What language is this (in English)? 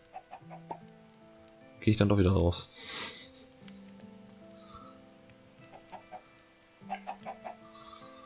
German